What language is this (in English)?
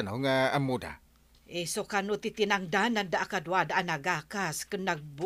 Iloko